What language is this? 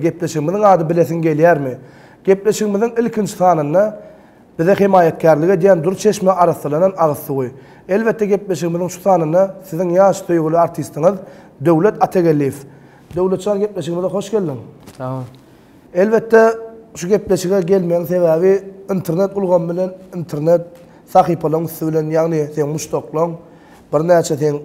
Turkmen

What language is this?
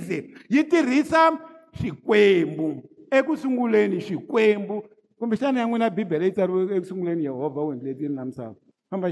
Tsonga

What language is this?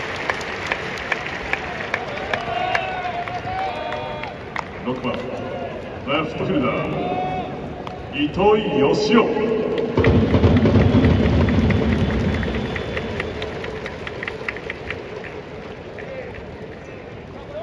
Japanese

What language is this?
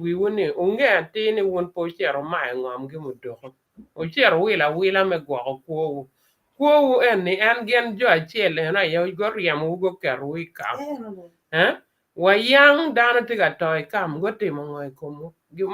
Acoli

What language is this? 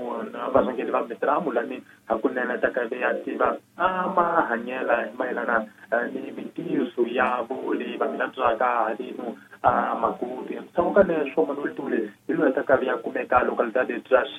Tsonga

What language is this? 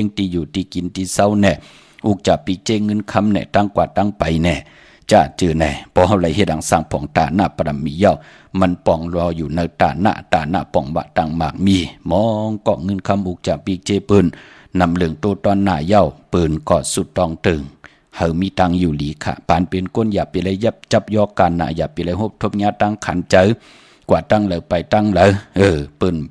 Shan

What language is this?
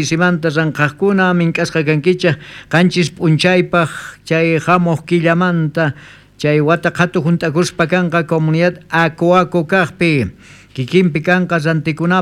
South Bolivian Quechua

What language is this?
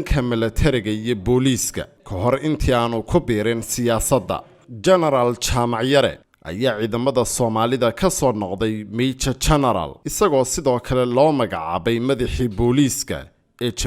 Somali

